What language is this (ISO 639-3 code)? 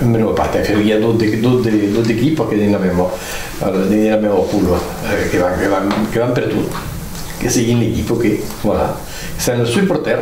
oci